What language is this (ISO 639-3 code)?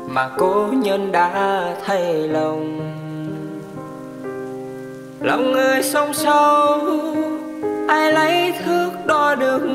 vie